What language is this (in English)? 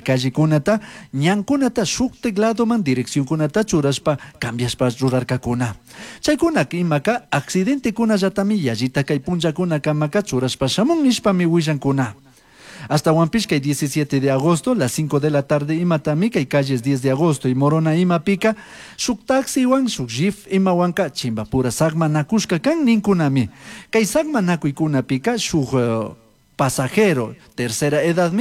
Chimborazo Highland Quichua